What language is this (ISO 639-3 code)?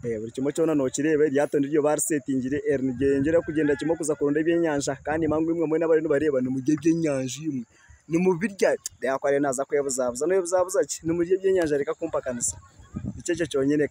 nyn